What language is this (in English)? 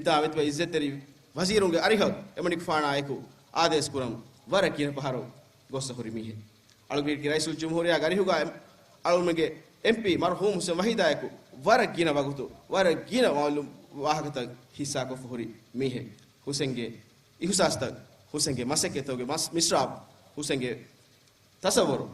Divehi